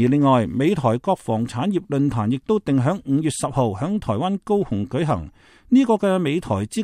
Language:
Cantonese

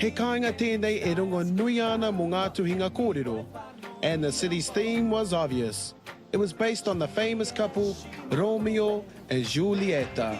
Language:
Māori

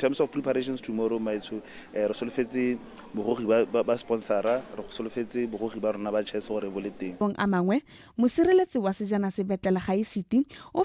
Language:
Tswana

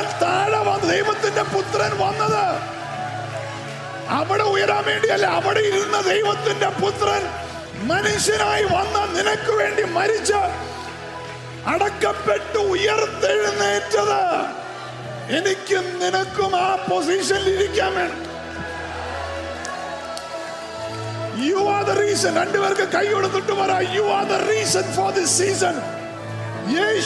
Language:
Malayalam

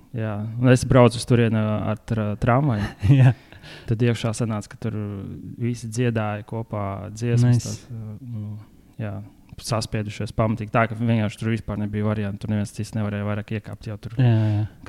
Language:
Latvian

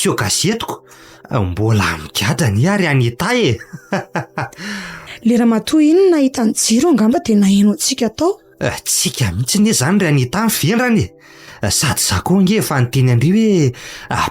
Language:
Malagasy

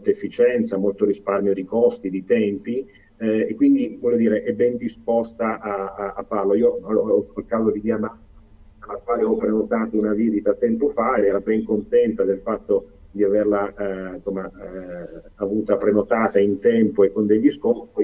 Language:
Italian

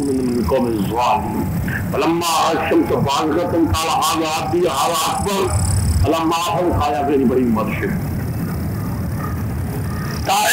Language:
Urdu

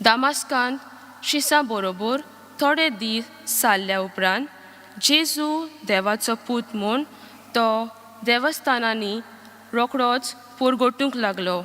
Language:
Konkani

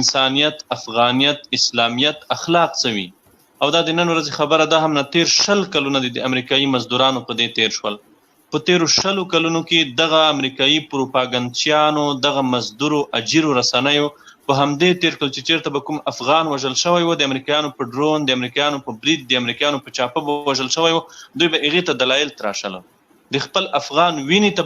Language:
Pashto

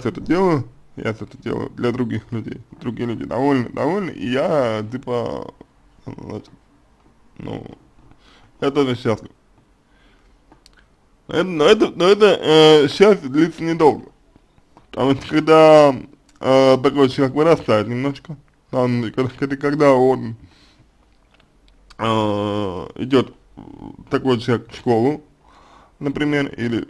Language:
Russian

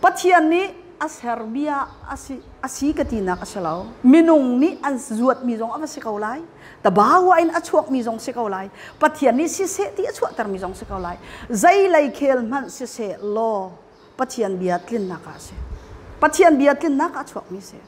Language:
Hakha Chin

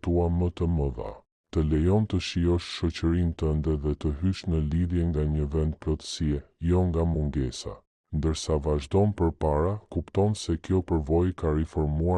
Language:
Albanian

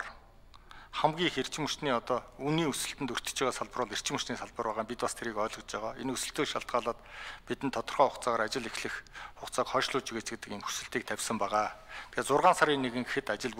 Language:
Mongolian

